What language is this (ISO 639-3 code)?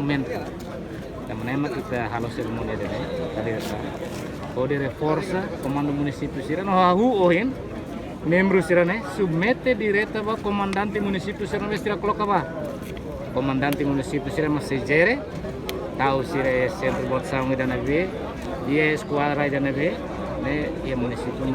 tet